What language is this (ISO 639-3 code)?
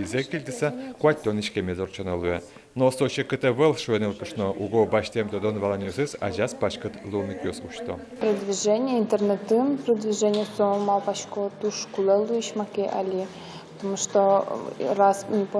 udm